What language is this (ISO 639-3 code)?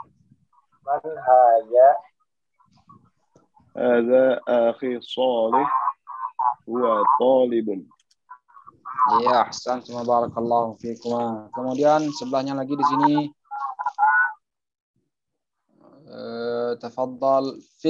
ind